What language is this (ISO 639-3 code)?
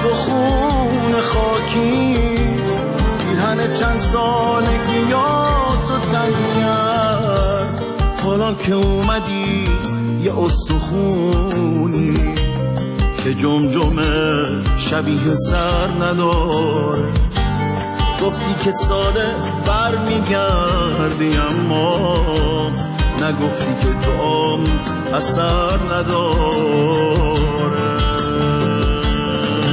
fas